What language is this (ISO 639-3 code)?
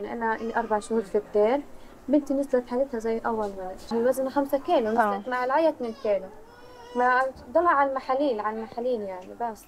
apc